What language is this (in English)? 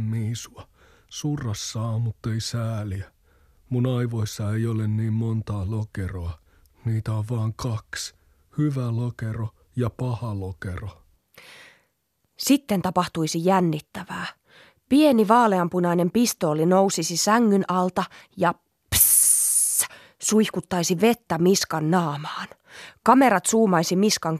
Finnish